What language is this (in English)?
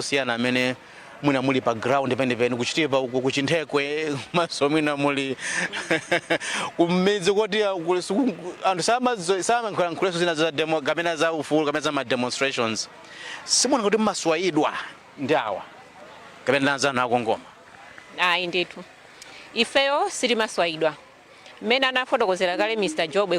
Nyanja